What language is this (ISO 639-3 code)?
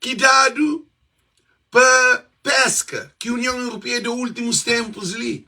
kea